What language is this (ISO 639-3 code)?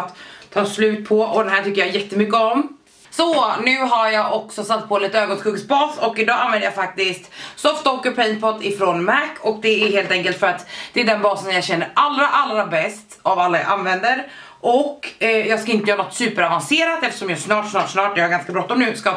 swe